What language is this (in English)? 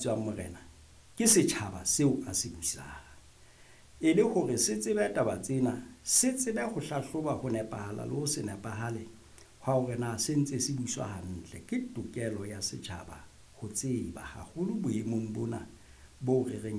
Southern Sotho